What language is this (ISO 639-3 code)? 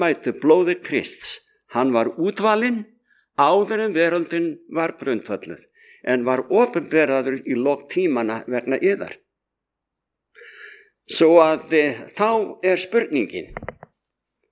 isl